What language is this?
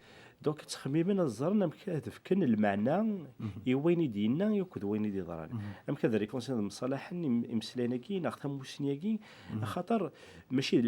Kabyle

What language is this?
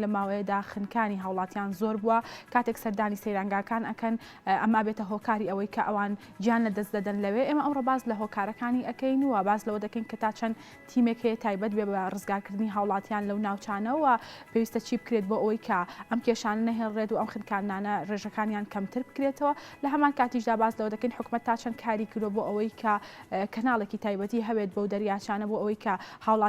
Central Kurdish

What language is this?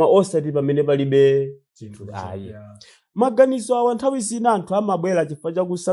Nyanja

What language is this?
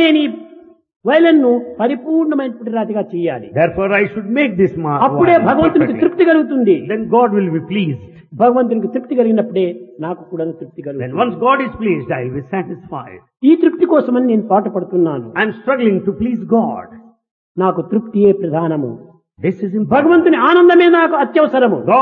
Telugu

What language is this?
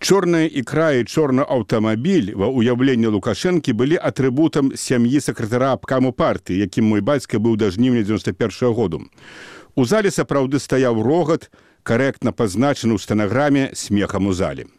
Belarusian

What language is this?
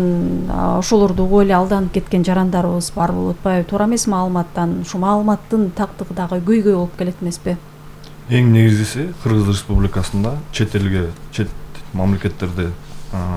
Kyrgyz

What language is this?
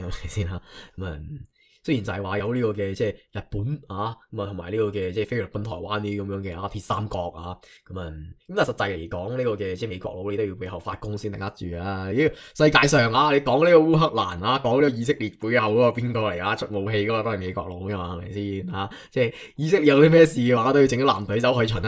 Cantonese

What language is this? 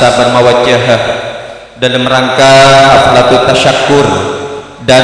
Madurese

